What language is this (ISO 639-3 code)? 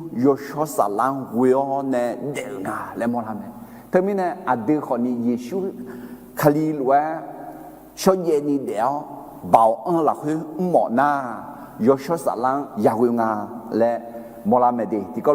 ahk